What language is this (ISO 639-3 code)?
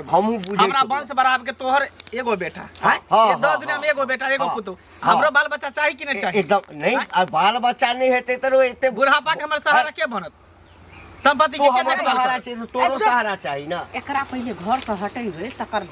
mai